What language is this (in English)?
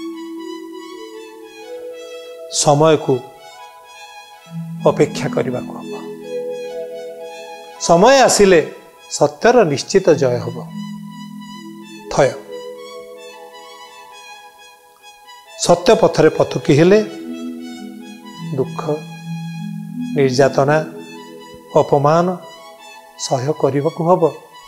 Odia